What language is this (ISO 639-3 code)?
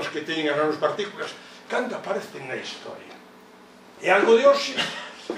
glg